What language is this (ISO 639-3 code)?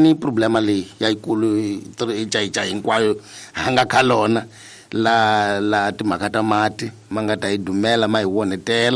tso